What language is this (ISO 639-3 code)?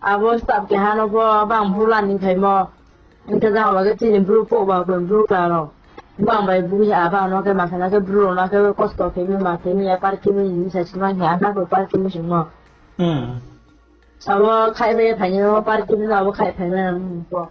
ria